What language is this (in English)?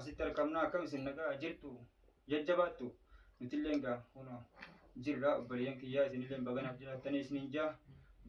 Oromo